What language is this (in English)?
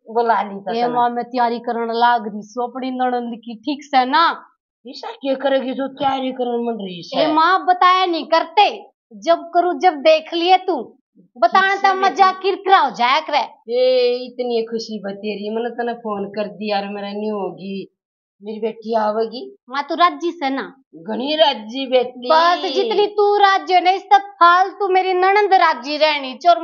Haryanvi